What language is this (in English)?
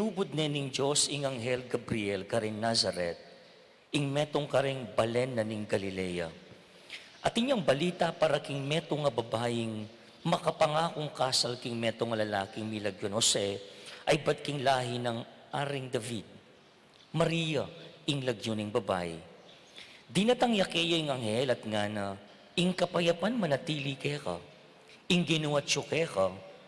Pampanga